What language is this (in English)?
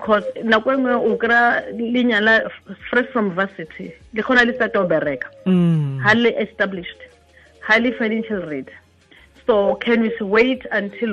Tswana